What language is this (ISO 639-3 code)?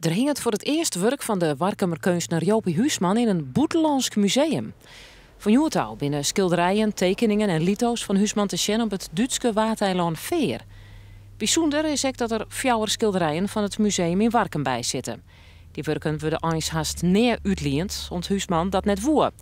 fry